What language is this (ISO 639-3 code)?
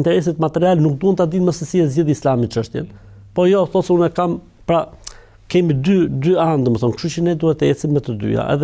sqi